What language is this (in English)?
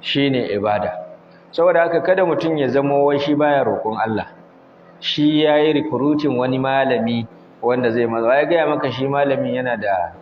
Hausa